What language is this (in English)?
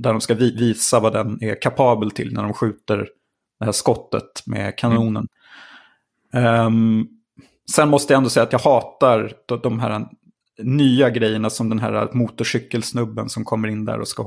Swedish